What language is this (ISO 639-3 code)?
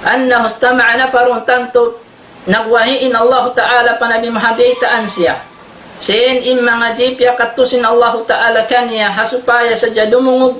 tsg